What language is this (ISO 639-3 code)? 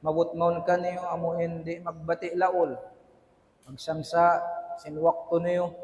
tsg